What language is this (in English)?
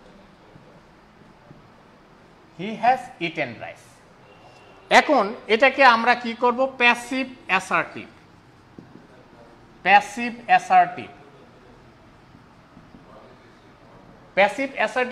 Bangla